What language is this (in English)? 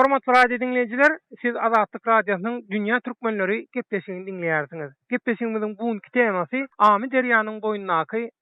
Turkmen